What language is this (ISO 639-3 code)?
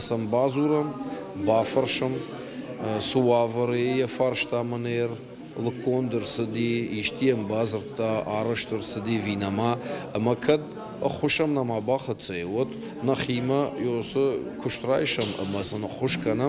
oss